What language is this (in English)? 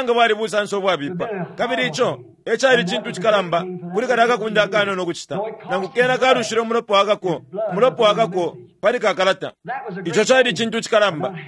Bemba